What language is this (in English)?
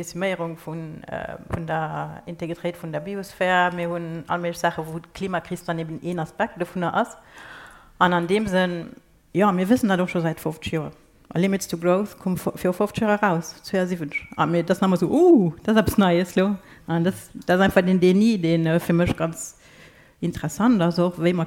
Luxembourgish